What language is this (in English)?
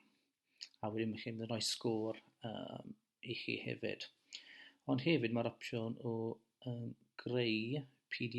Welsh